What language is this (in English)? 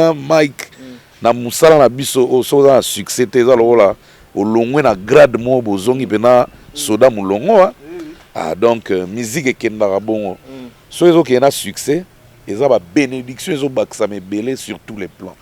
Lingala